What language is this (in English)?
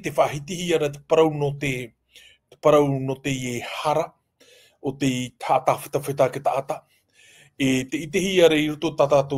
Tahitian